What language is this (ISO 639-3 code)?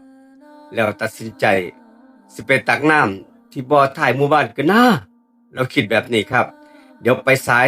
tts